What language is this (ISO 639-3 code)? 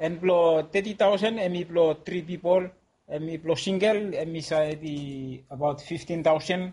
bis